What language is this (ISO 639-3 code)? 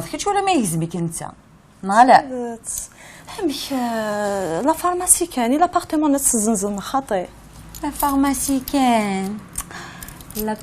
kab